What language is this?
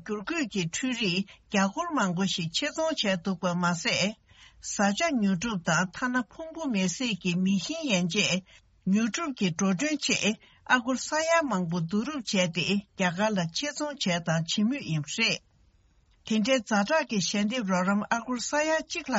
Tibetan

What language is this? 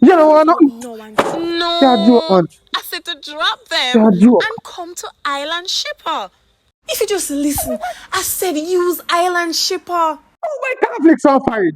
Jamaican Creole English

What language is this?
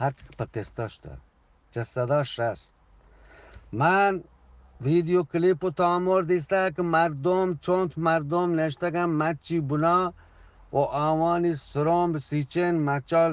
Eastern Balochi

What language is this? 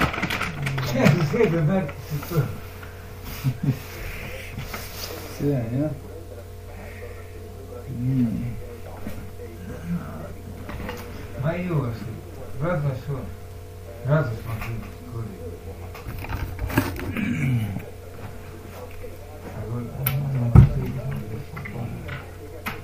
Estonian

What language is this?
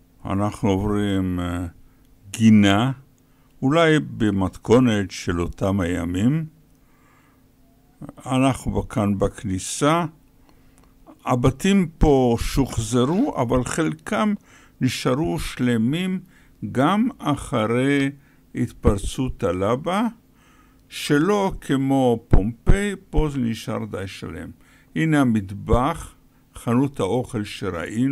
Hebrew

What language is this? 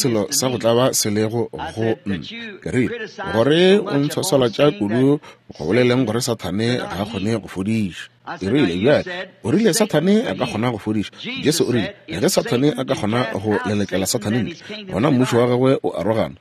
Northern Sotho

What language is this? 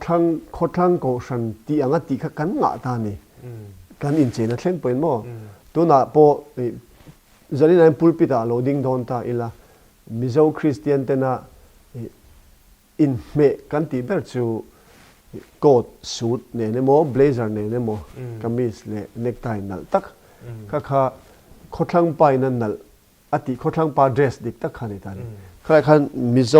Mizo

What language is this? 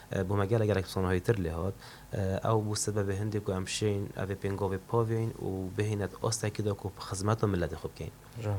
Kurdish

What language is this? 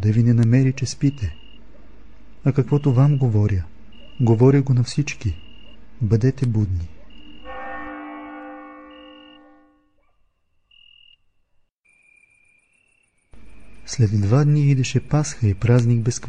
Bulgarian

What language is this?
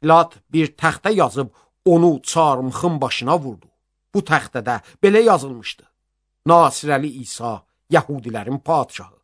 Azerbaijani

